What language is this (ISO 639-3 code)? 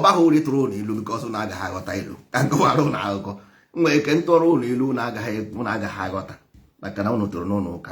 ibo